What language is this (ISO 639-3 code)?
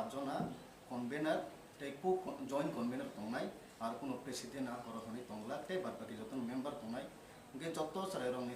trp